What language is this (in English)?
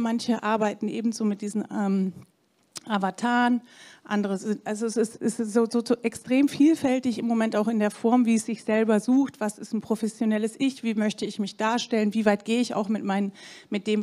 German